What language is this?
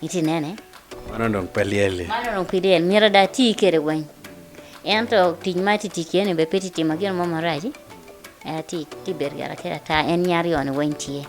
Acoli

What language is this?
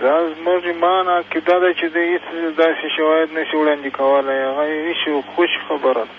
Pashto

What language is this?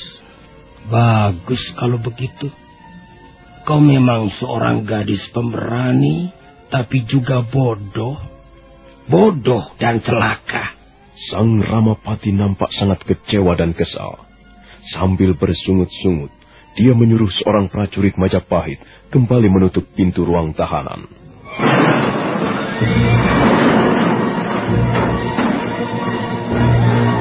Indonesian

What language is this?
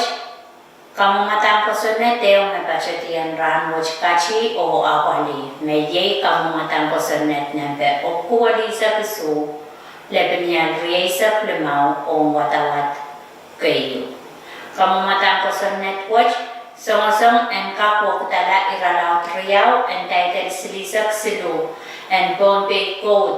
Pohnpeian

